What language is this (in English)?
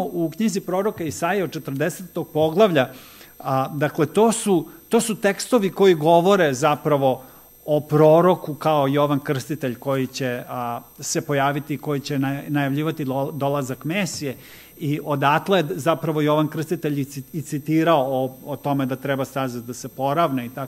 Serbian